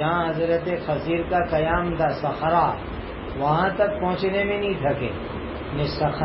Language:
Urdu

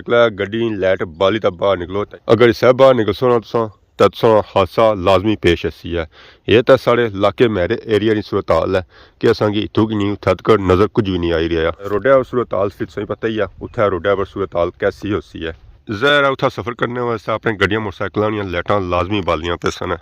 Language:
Pahari-Potwari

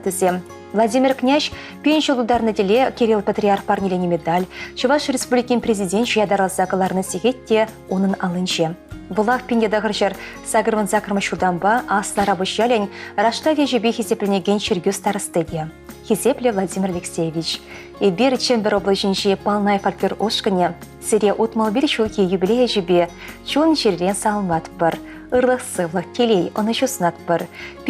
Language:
Chuvash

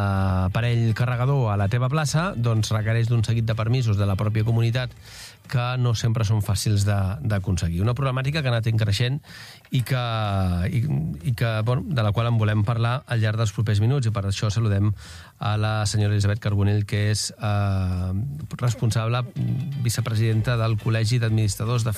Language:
Catalan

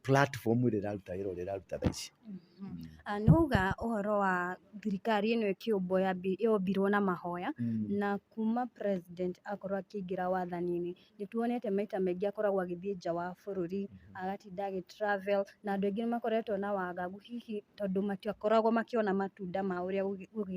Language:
Kikuyu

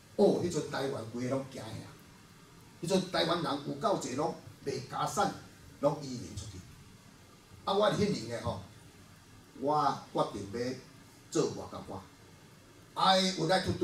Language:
Min Nan Chinese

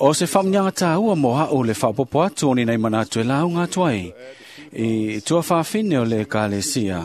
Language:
Samoan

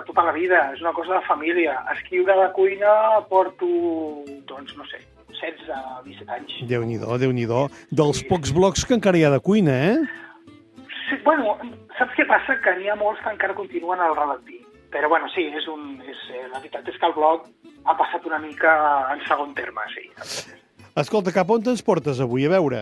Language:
Catalan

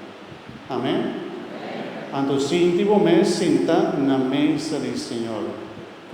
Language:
Papiamento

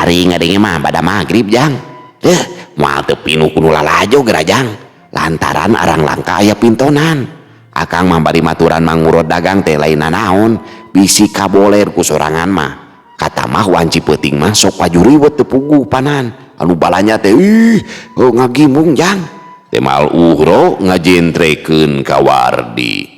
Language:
Sundanese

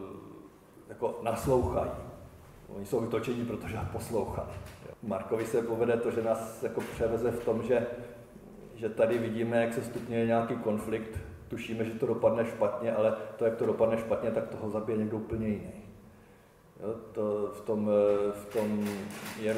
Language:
Czech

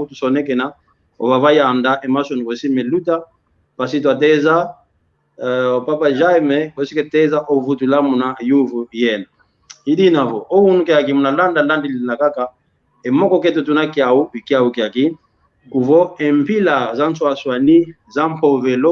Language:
San Salvador Kongo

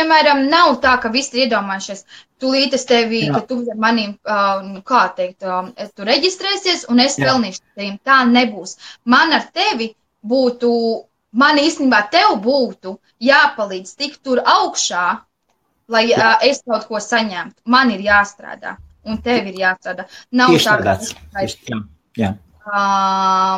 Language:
Latvian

